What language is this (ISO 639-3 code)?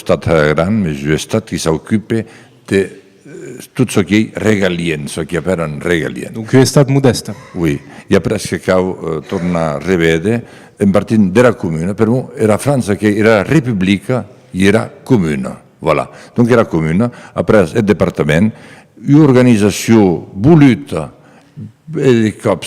oci